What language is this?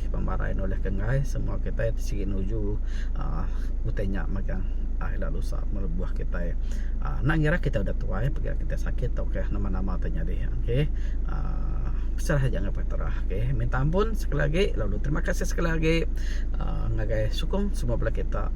Iban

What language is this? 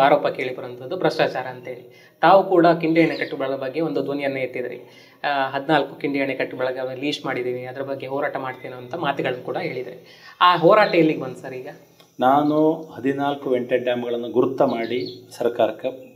Kannada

